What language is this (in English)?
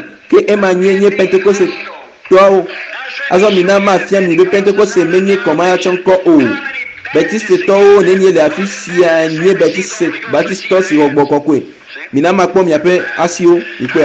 Ewe